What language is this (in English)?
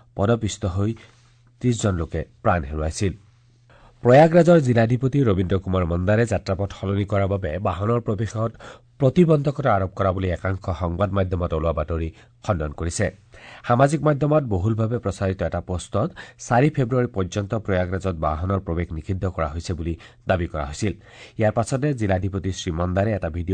Assamese